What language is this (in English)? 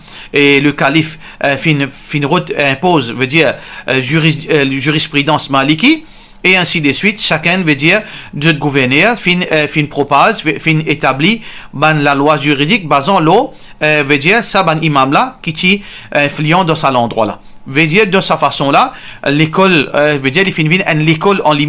Morisyen